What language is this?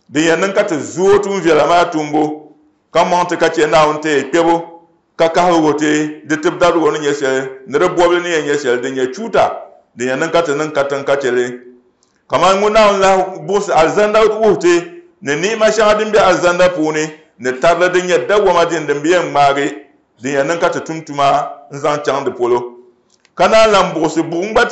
Dagbani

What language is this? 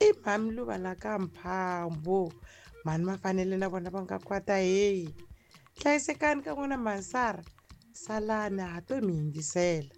Tsonga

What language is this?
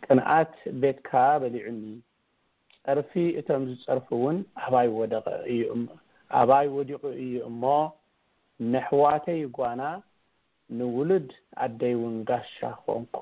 Tigrinya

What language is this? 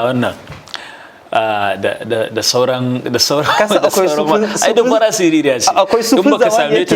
Hausa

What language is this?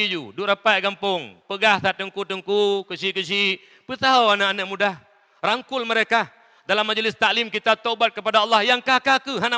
Achinese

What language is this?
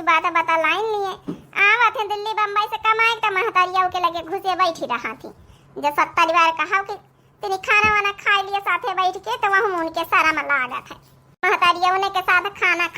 Awadhi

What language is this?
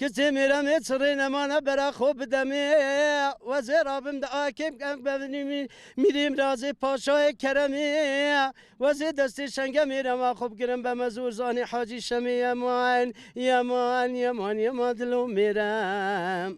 Kurdish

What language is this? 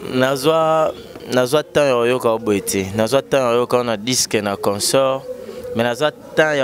Lingala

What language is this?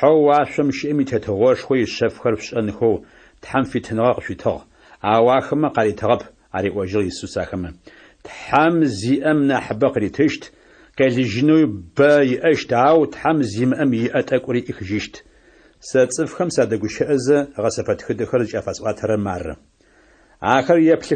Adyghe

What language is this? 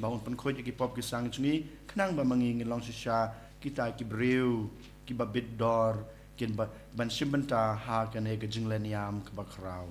Khasi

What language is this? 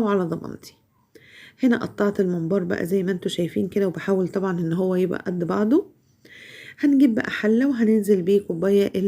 Egyptian Arabic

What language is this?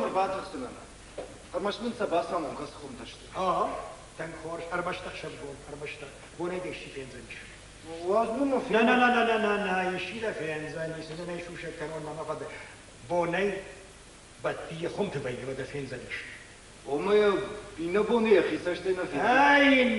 Ossetic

